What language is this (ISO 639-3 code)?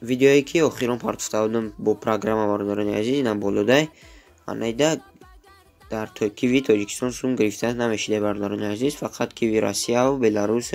tgk